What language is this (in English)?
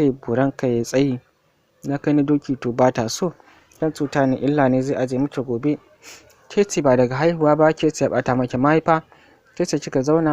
Hausa